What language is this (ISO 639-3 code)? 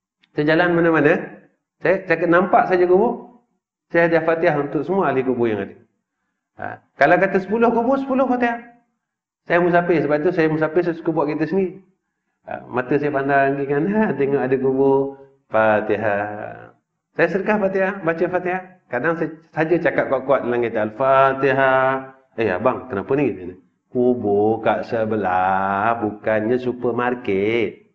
msa